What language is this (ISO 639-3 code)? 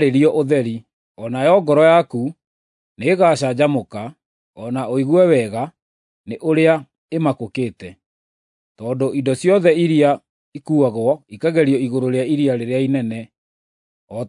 kik